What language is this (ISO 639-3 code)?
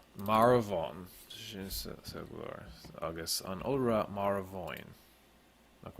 gle